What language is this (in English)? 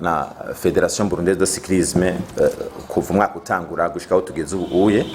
Rundi